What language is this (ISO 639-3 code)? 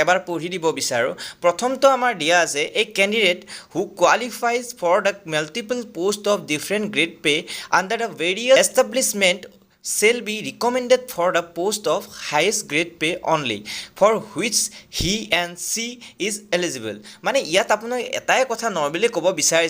asm